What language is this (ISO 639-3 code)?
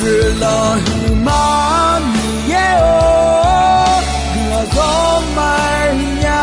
ahk